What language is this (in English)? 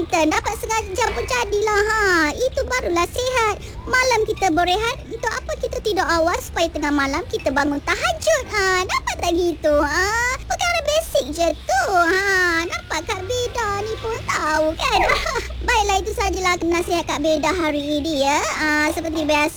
Malay